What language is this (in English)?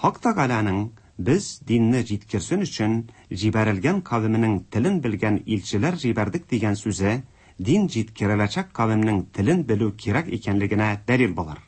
Tatar